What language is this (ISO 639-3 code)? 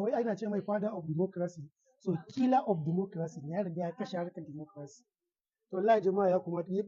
hau